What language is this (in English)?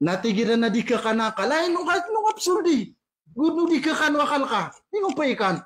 Maranao